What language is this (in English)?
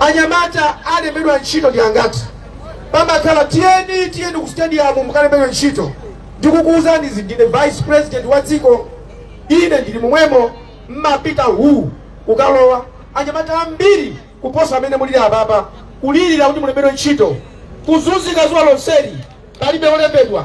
Nyanja